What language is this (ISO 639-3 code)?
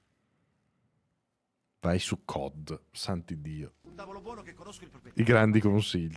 ita